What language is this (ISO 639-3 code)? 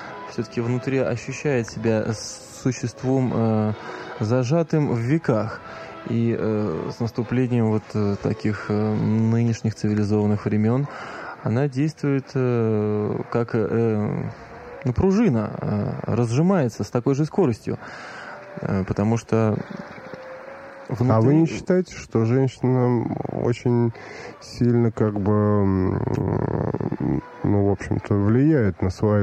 rus